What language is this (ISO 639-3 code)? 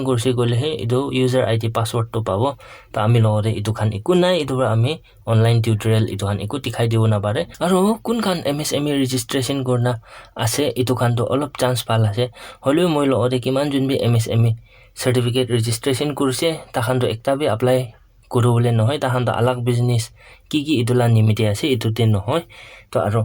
nag